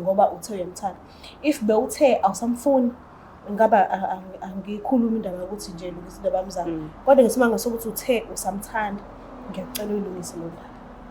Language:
Zulu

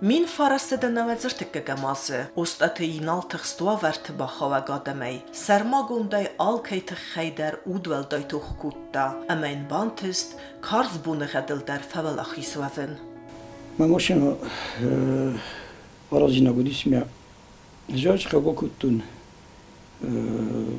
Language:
Ossetic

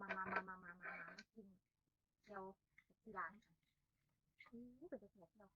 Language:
Northeastern Thai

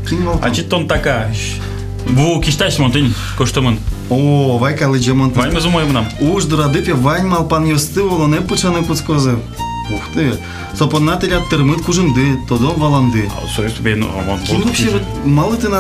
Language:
Udmurt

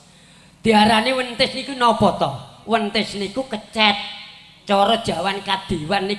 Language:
Javanese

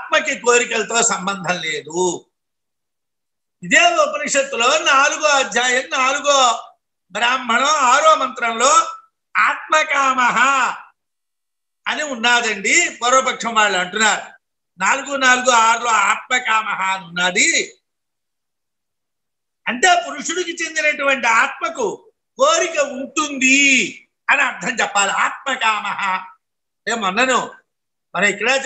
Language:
Telugu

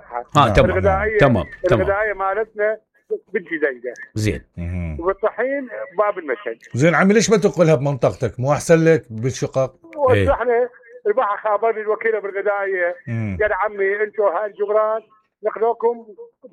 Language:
Mesopotamian Arabic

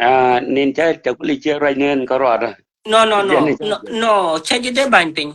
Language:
Nuer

